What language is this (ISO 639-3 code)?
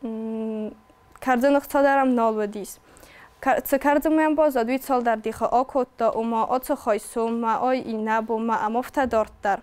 oss